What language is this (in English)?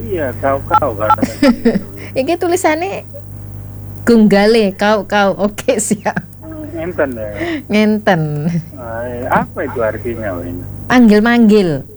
Balinese